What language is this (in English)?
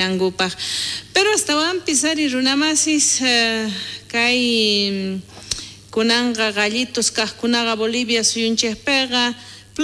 South Bolivian Quechua